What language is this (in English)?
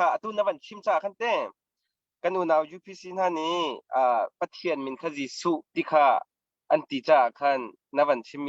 Hakha Chin